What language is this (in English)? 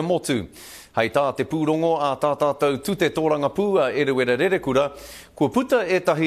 Māori